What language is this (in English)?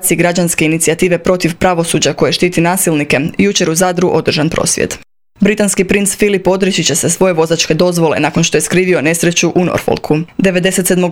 Croatian